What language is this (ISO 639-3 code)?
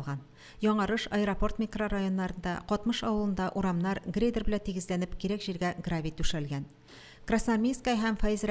tat